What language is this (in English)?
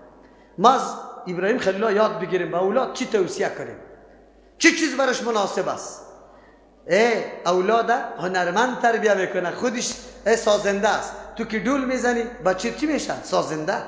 Persian